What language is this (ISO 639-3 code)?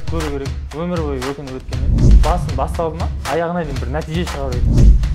kaz